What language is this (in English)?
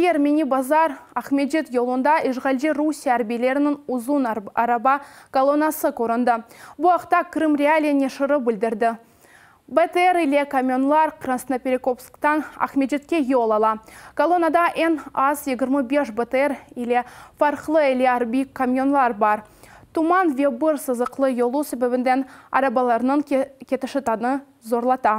Crimean Tatar